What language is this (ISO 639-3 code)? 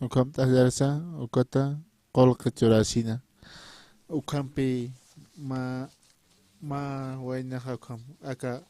aym